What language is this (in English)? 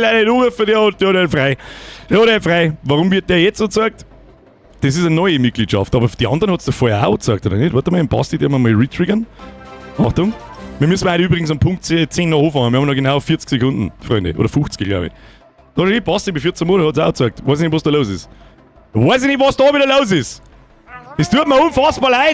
Bavarian